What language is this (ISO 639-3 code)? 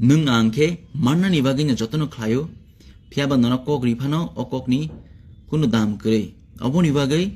trp